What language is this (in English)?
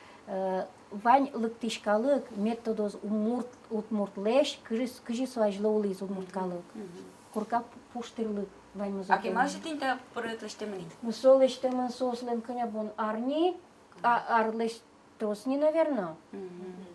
Udmurt